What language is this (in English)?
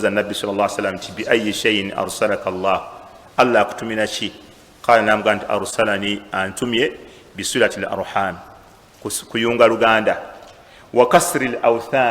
Ganda